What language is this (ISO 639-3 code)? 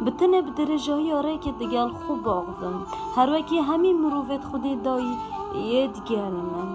kur